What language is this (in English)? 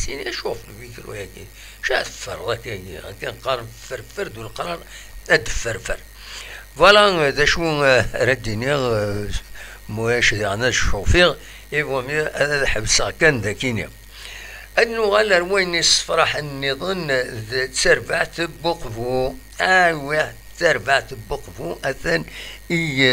Kabyle